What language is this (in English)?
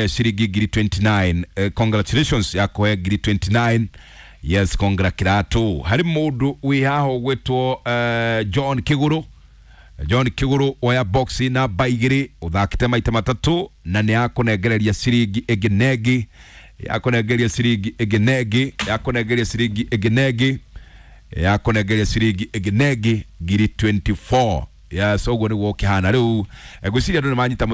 Kikuyu